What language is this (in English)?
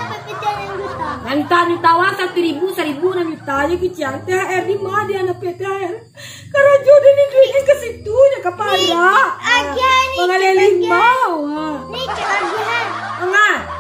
Minangkabau